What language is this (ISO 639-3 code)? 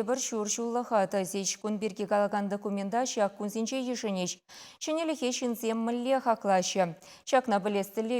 chv